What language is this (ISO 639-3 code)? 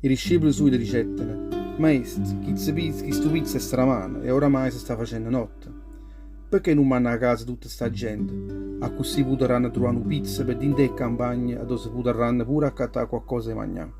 nap